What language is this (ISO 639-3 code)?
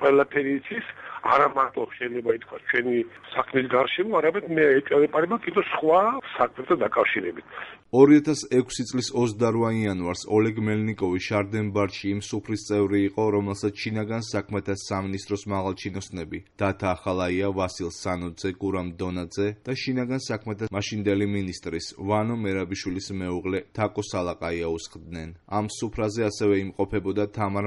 kat